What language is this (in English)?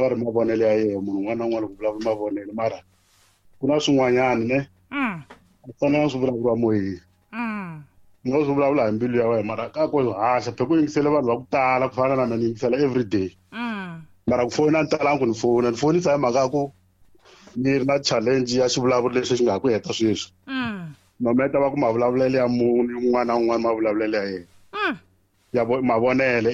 Tsonga